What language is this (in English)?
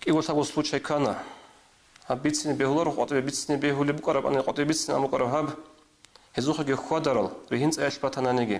Avaric